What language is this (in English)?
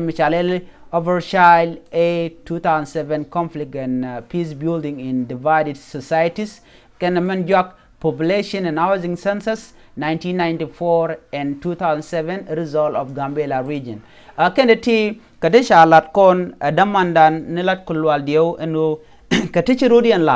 Nuer